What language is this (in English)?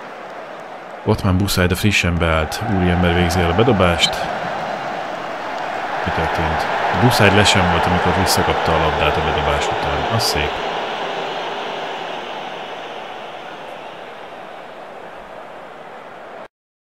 Hungarian